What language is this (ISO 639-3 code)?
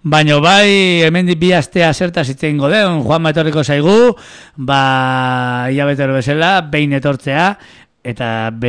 eus